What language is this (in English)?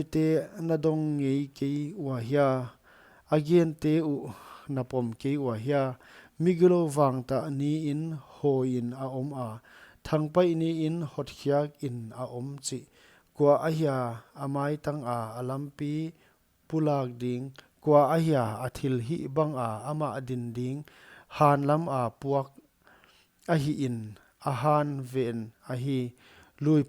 Paite Chin